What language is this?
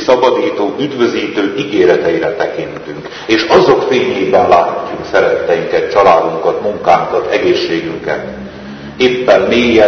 Hungarian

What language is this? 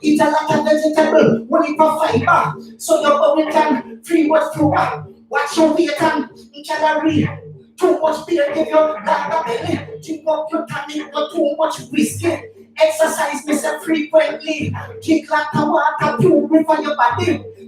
Jamaican Creole English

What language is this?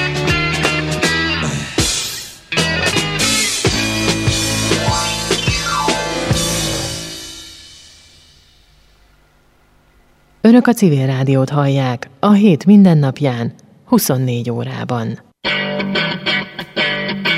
Hungarian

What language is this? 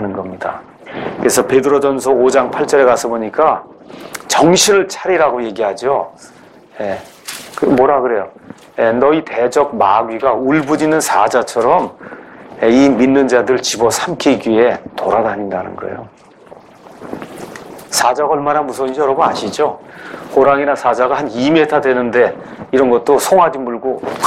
Korean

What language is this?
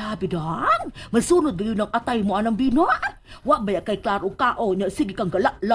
Cebuano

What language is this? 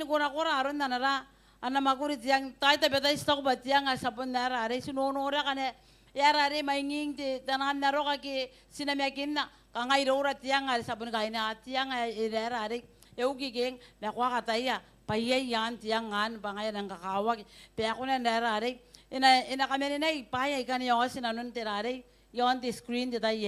Gilbertese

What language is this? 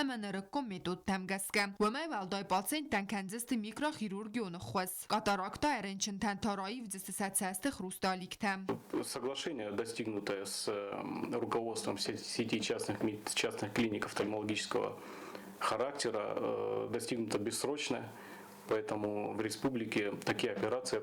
Ossetic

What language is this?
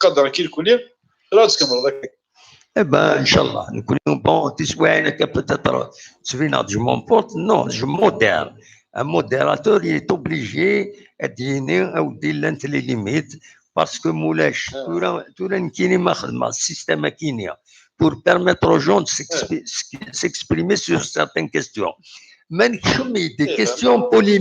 Kabyle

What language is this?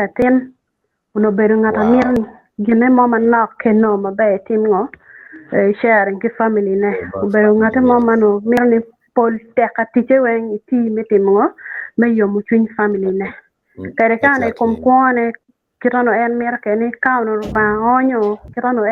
Acoli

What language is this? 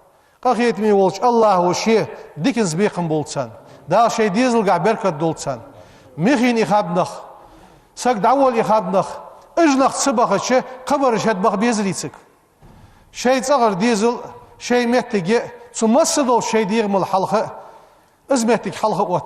Ingush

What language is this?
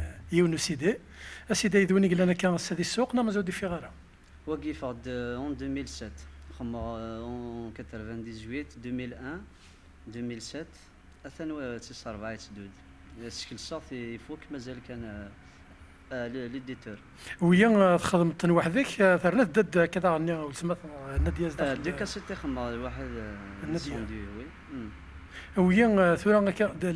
Kabyle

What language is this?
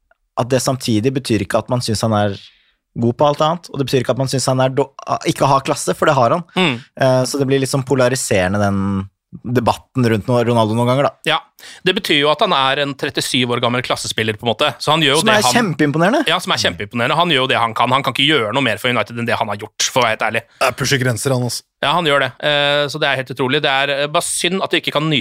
Norwegian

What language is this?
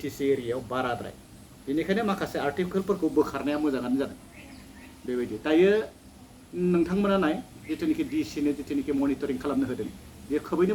Bodo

